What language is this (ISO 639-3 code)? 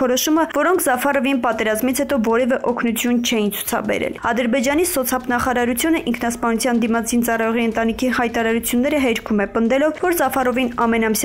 hye